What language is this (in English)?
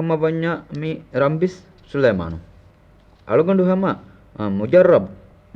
Divehi